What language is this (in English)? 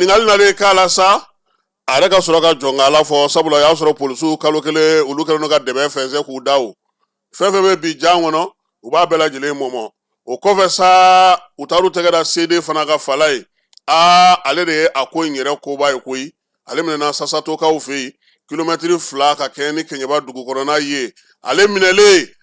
Bambara